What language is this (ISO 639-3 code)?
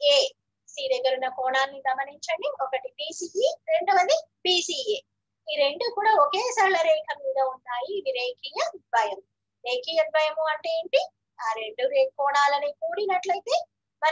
tel